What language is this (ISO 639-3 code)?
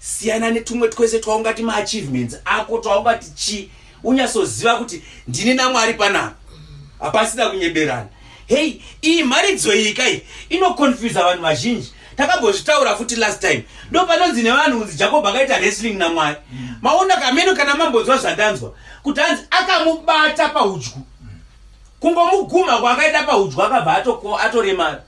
sna